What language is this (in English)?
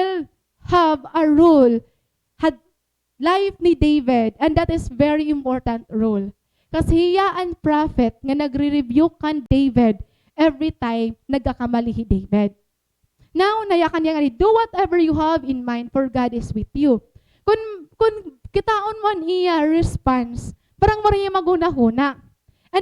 Waray